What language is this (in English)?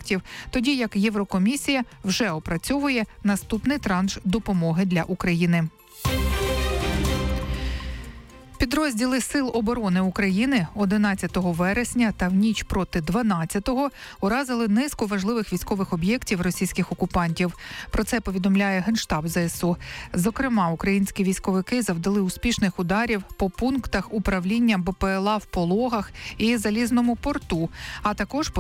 Ukrainian